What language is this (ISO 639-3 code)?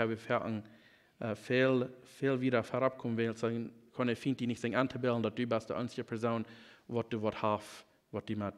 pdt